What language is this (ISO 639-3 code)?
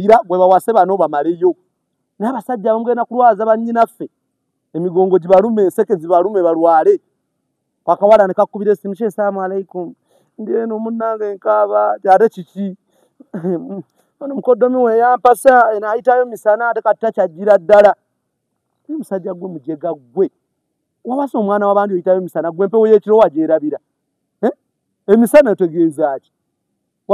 lug